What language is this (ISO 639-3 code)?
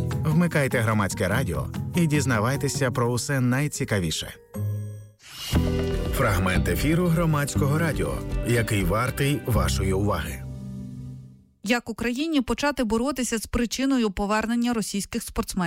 ukr